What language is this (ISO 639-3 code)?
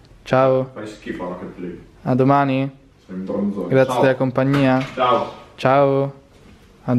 ita